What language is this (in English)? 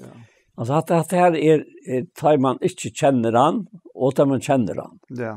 Faroese